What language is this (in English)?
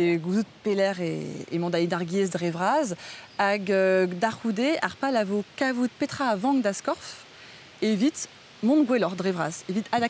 Breton